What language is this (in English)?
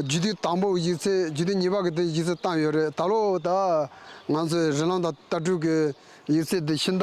Tibetan